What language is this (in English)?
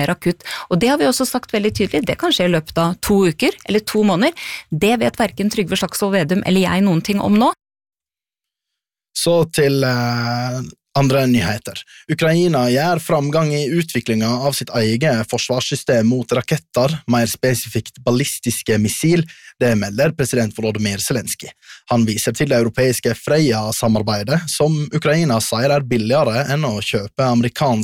Norwegian